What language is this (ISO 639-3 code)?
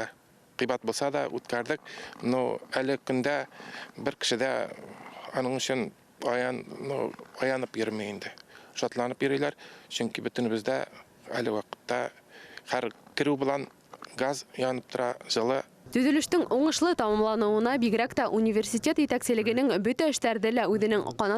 bak